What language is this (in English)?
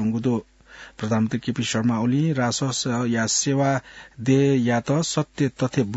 Newari